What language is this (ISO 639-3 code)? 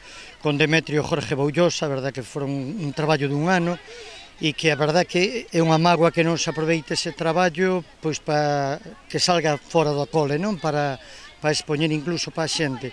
glg